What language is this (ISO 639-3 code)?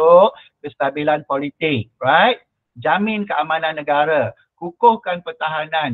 msa